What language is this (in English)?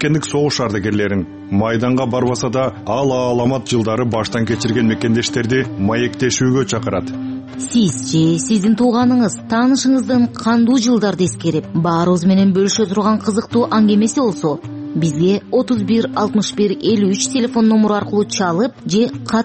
Kyrgyz